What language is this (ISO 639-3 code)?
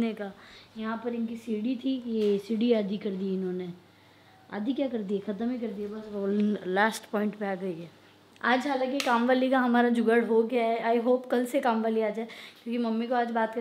hin